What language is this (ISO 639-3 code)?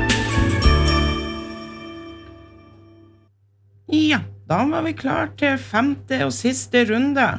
nor